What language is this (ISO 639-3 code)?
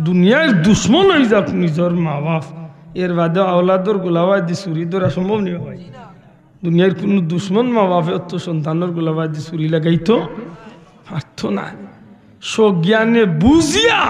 syl